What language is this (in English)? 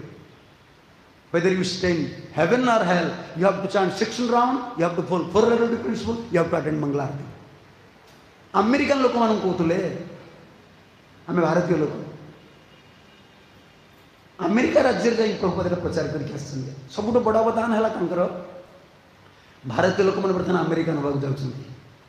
Odia